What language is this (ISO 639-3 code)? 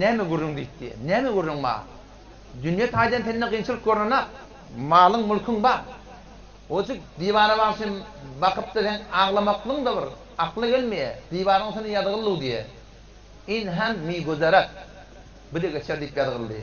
tuk